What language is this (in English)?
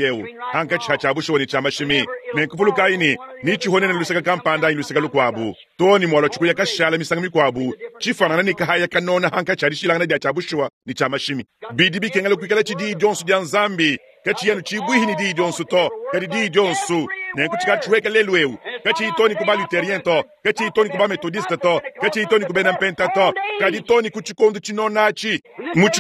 Luba-Lulua